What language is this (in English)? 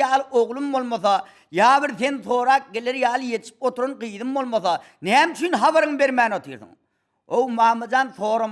Turkmen